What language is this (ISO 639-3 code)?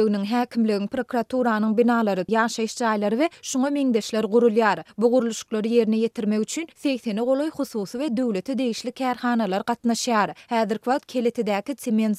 tuk